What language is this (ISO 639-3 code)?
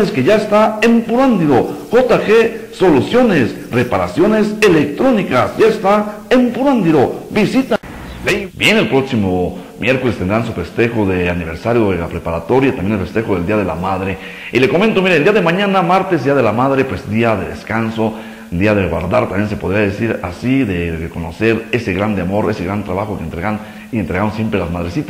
spa